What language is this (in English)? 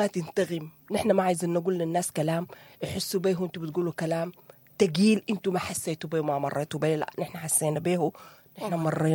Sudanese Arabic